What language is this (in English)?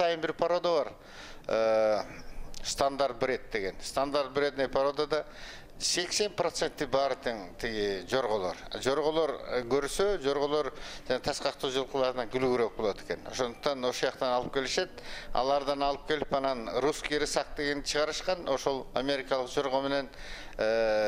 Kyrgyz